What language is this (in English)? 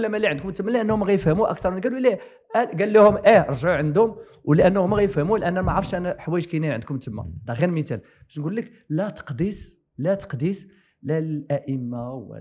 Moroccan Arabic